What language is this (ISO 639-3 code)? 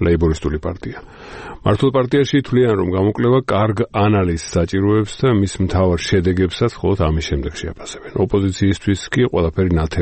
kat